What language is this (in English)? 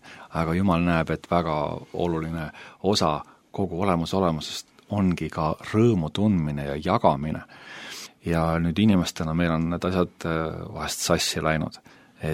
Estonian